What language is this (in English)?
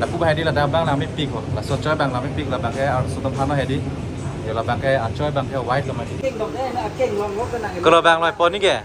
Karbi